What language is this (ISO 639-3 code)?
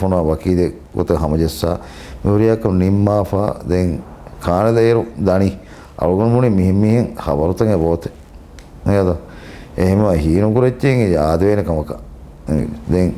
div